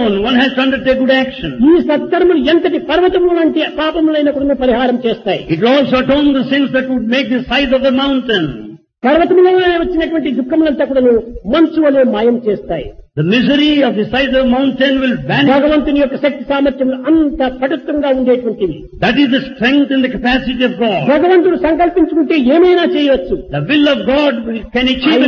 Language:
Telugu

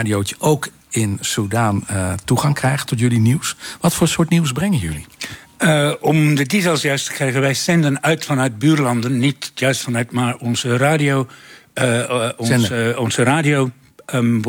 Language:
Dutch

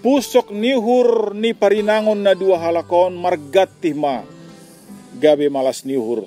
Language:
Batak Simalungun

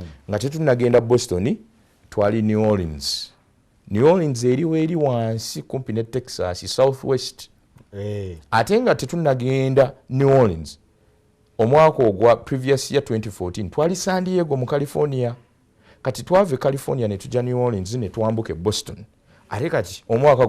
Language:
Ganda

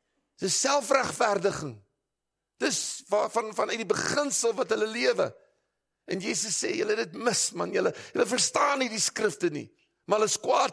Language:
Afrikaans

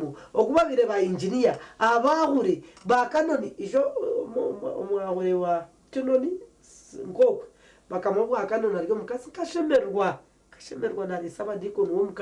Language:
Nyankole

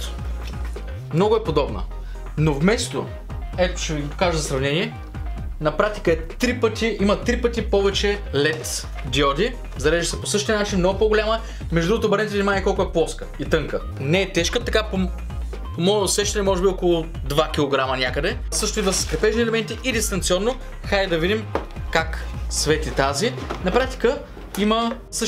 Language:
Bulgarian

